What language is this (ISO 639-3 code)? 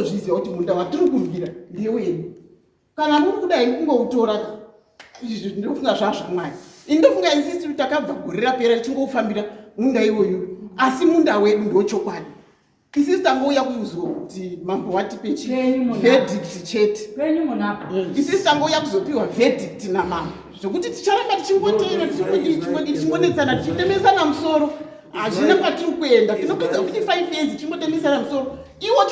sna